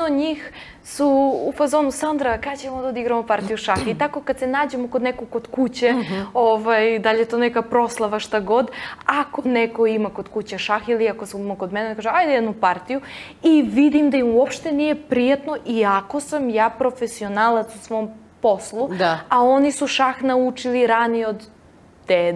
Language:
Serbian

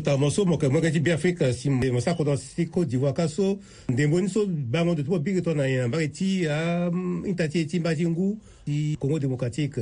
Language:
Sango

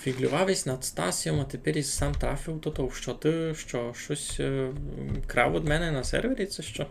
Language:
Rusyn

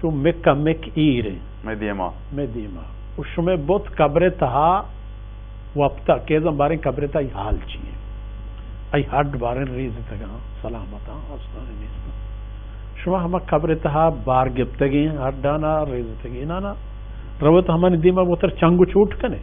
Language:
Baluchi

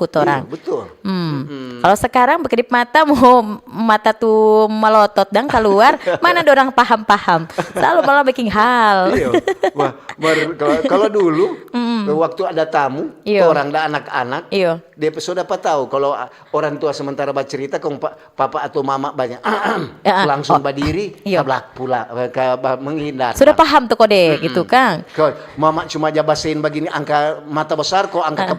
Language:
Manado Malay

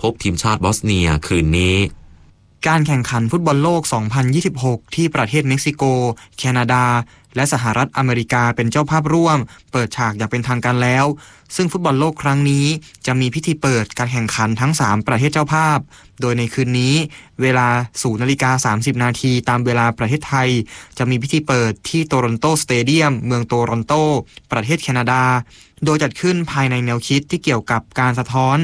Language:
Thai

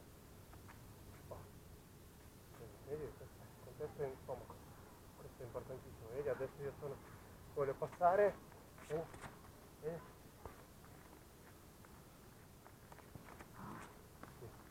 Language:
Italian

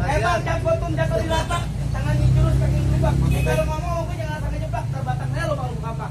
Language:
Betawi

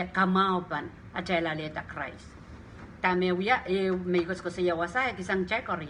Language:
Pohnpeian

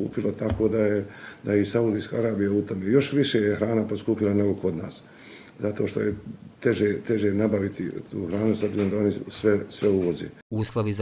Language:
Bosnian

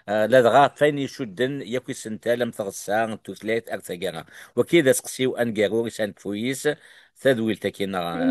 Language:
Kabyle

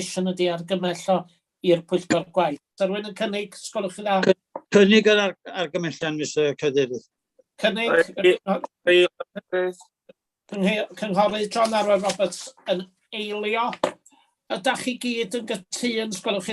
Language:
Welsh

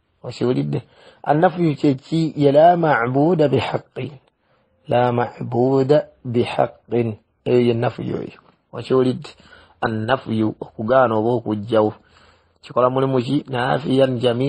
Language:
Ganda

